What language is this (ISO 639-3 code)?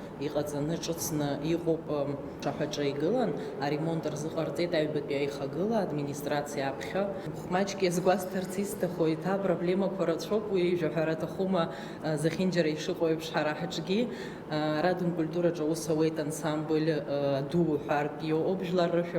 abk